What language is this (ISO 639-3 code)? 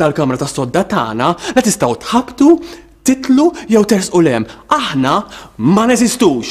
mlt